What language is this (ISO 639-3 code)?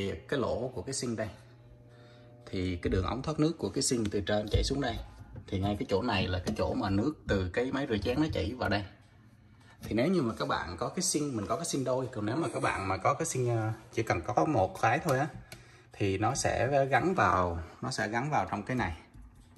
vie